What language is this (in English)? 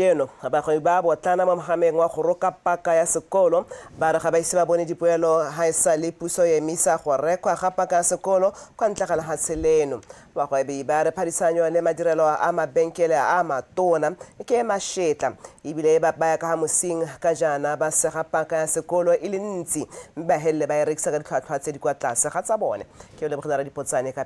Tswana